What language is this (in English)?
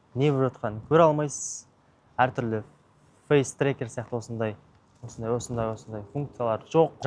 Kazakh